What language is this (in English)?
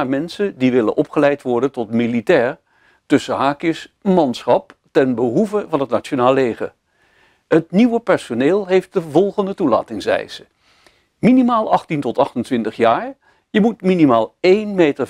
Dutch